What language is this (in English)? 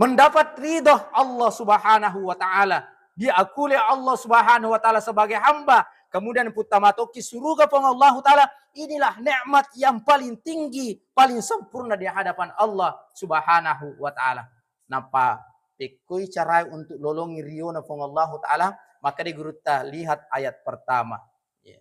Buginese